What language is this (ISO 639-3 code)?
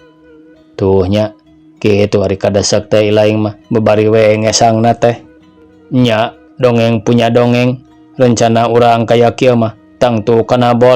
sun